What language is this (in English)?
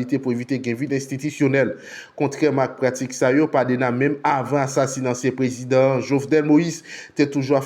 Haitian Creole